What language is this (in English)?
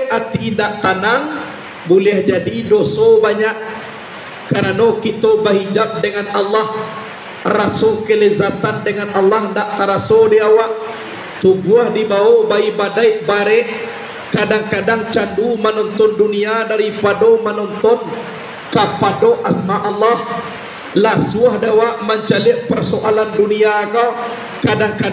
Minangkabau